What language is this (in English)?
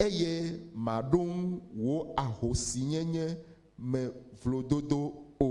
Ewe